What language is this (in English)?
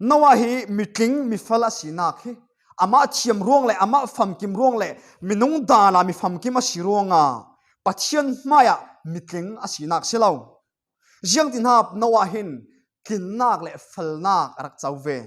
Falam Chin